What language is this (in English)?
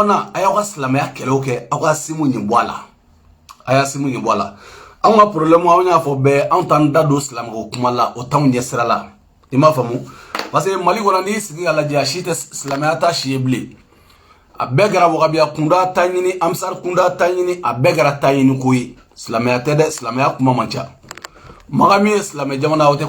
Bambara